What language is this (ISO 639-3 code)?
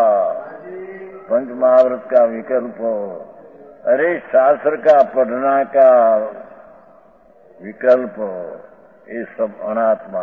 hin